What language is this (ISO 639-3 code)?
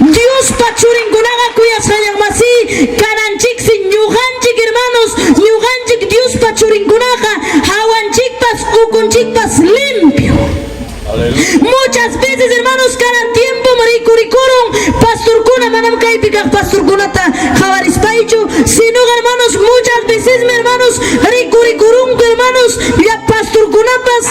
quy